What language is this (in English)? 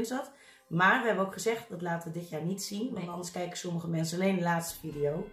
Dutch